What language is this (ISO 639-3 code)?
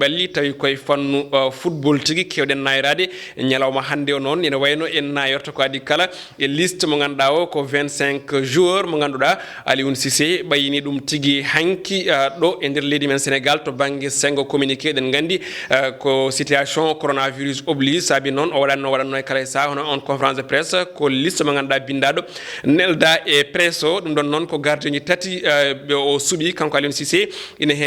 ful